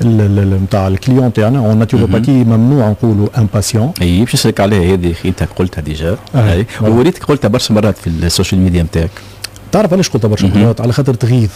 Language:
Tunisian Arabic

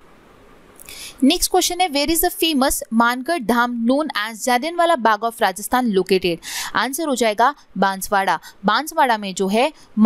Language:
Hindi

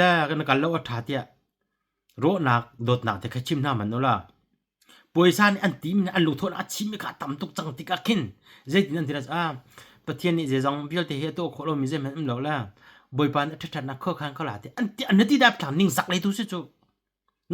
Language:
Hakha Chin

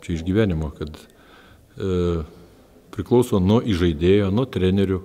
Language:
Lithuanian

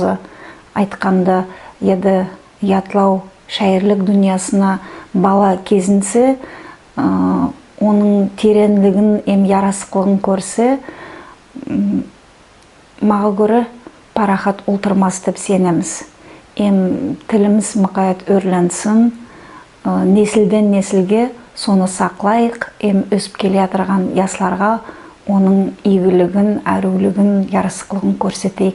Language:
Nogai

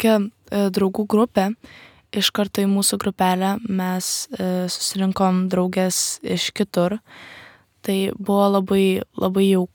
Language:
Lithuanian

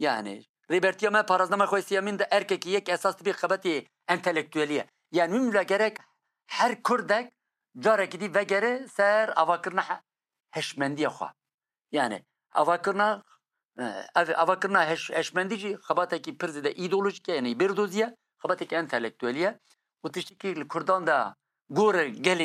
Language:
Kurdish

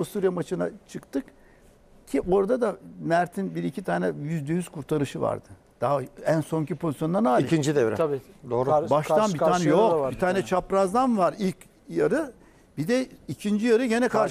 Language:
Turkish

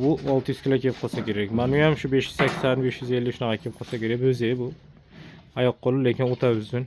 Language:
Uzbek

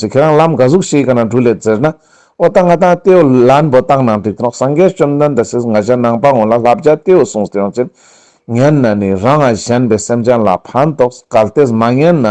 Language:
Ladakhi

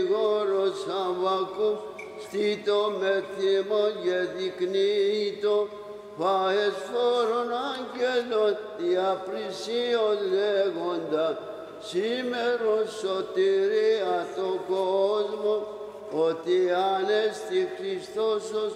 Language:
Greek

